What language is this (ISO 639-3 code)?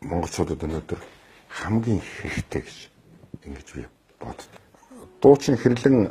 mon